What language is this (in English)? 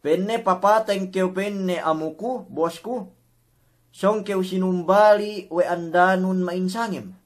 Yakan